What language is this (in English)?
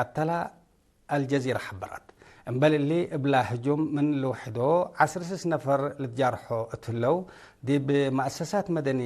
Tigre